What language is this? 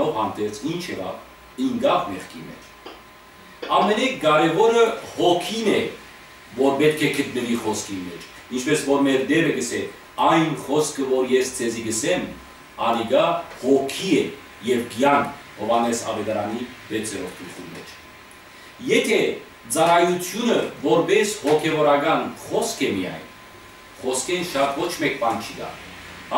Western Armenian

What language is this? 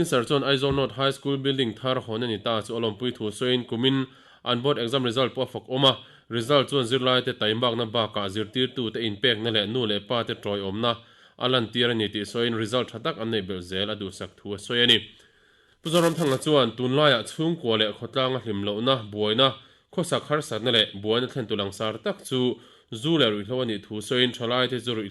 Mizo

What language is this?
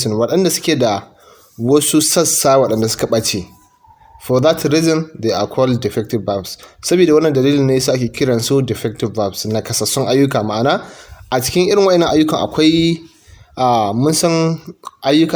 Hausa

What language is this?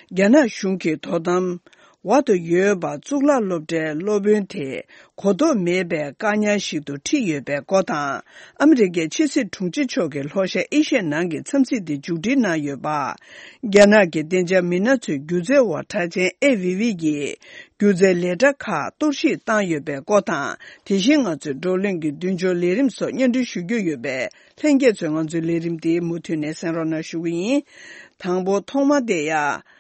Tibetan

